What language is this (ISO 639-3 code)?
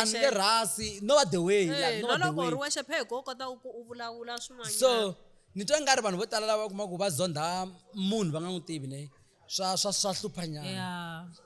tso